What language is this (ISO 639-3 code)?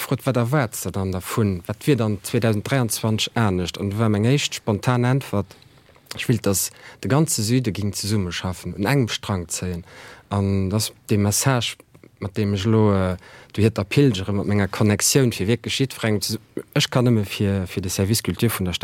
ltz